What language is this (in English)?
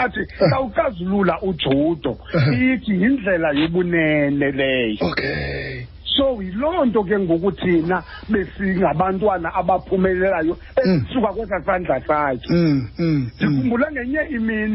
Xhosa